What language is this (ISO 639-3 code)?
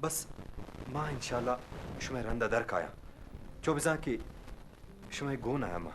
bgp